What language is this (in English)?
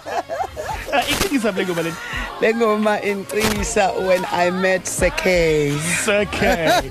Xhosa